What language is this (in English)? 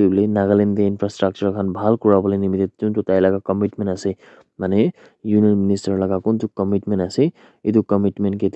Naga Pidgin